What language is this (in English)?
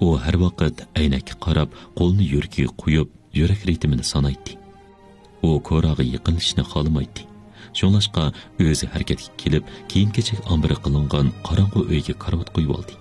Uyghur